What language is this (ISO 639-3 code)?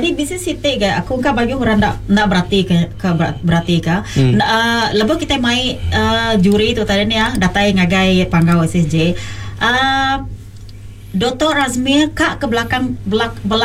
iba